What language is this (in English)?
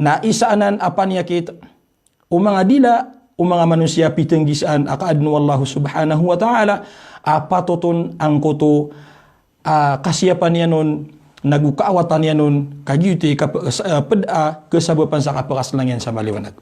Maranao